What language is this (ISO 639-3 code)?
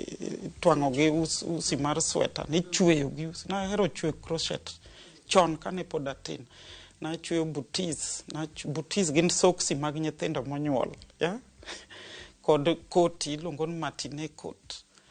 luo